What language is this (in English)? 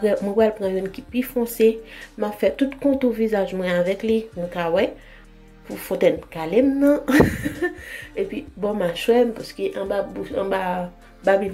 Haitian Creole